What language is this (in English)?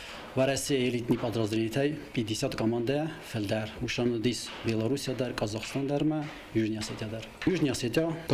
Ossetic